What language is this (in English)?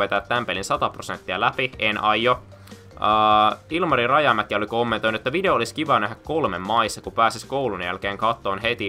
Finnish